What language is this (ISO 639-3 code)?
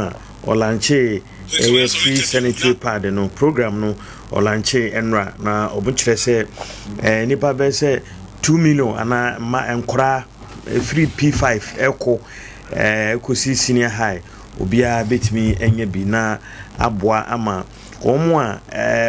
aka